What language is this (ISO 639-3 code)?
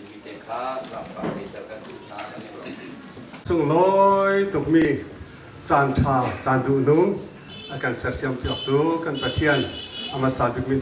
cnh